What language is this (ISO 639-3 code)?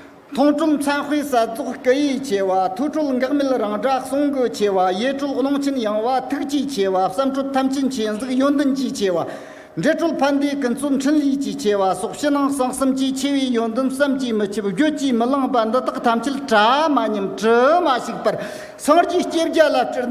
bod